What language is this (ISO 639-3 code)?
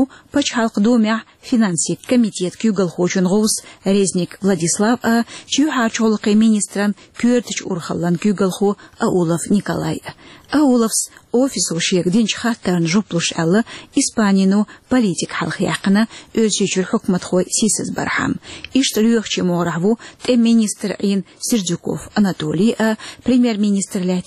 che